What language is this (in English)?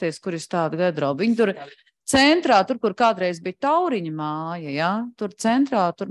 Latvian